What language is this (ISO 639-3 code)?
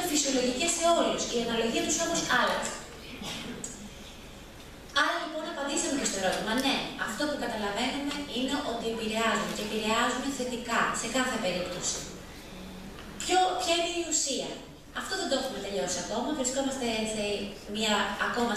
ell